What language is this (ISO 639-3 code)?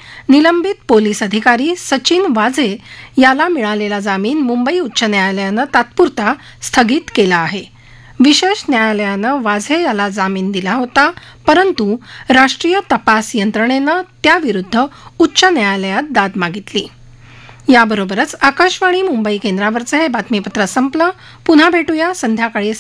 mar